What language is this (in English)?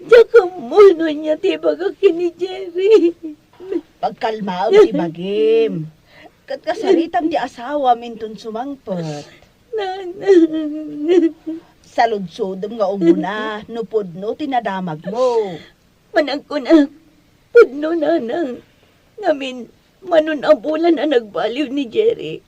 Iloko